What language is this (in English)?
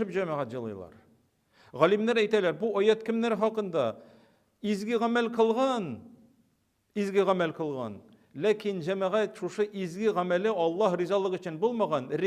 Tatar